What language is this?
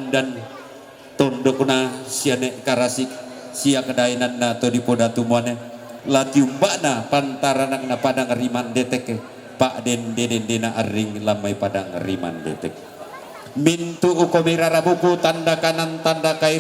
Toraja-Sa'dan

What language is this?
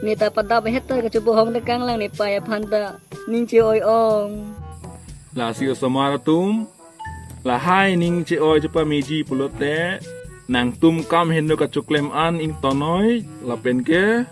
Karbi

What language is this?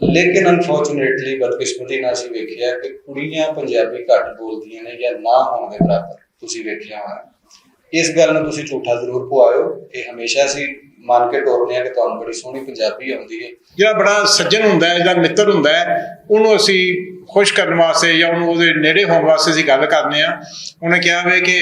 Western Panjabi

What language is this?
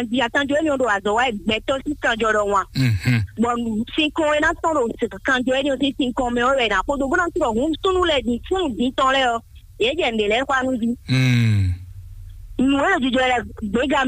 Fon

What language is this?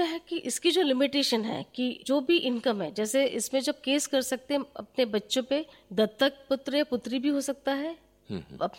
Hindi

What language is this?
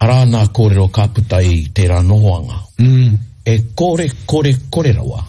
Māori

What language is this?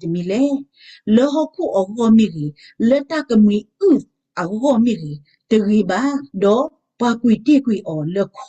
S'gaw Karen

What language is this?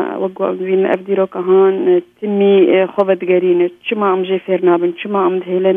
Kurdish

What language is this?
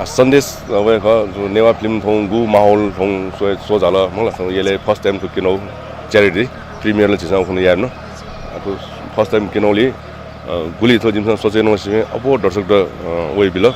Newari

